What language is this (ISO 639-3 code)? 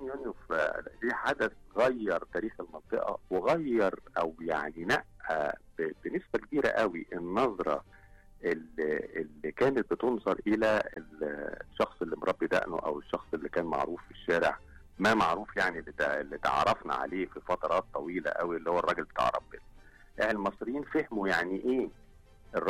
arz